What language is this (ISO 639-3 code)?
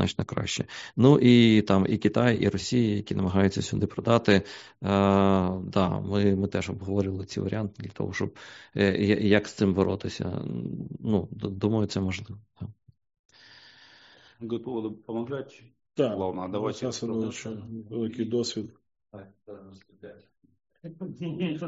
ukr